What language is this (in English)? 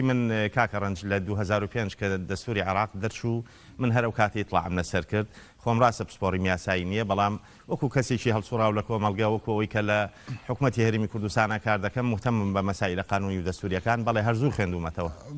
Central Kurdish